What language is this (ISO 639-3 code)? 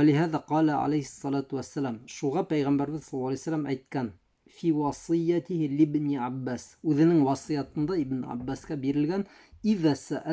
bak